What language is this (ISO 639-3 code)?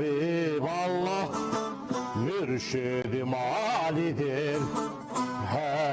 zza